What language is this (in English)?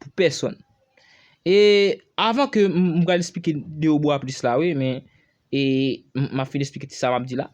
Haitian Creole